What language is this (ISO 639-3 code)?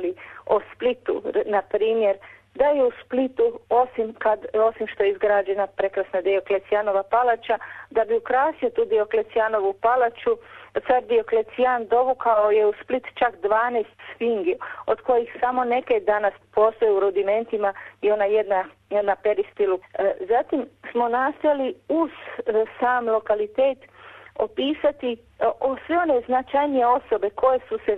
hrv